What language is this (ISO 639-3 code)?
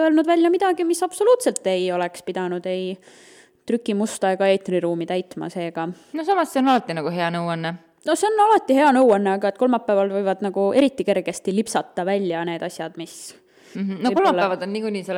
est